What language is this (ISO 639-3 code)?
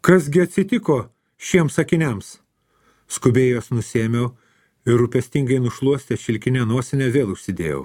lit